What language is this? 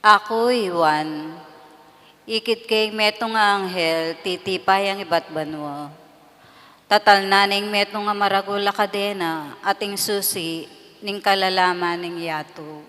Pampanga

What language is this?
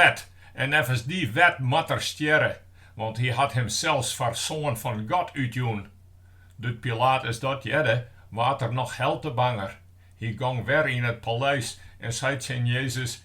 Western Frisian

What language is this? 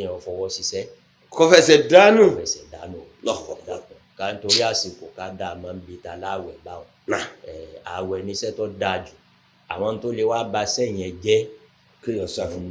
Yoruba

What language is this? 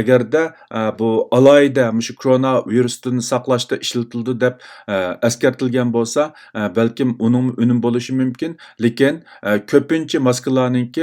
Uyghur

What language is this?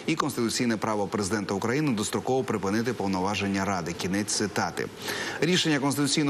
Ukrainian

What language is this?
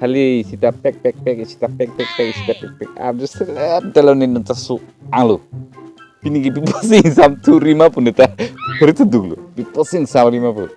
Karbi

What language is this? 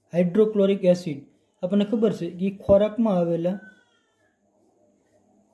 Gujarati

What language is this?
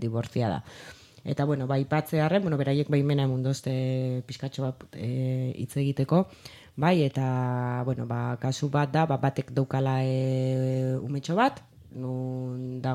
Basque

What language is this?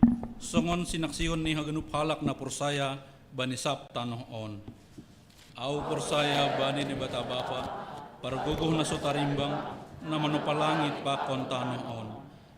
Batak Simalungun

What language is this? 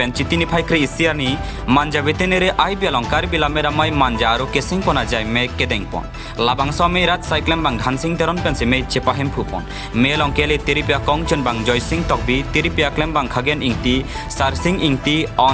Karbi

